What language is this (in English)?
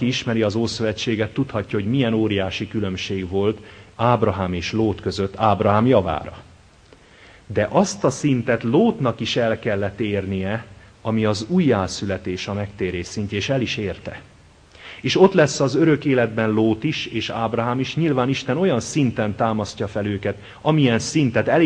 Hungarian